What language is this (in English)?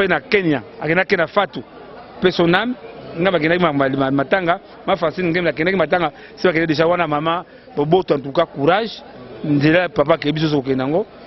Lingala